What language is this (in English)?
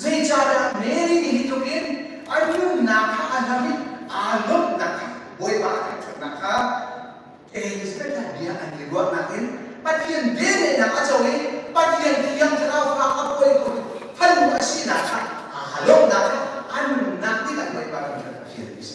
Hakha Chin